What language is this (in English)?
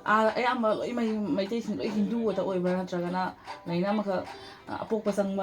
Manipuri